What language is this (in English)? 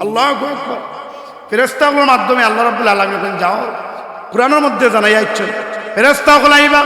Sylheti